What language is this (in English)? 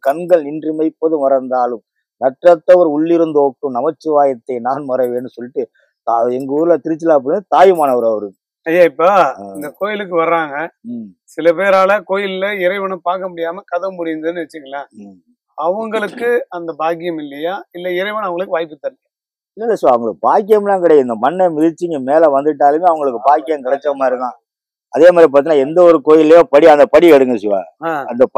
Tamil